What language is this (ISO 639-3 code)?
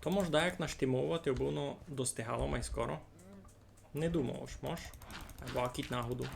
rue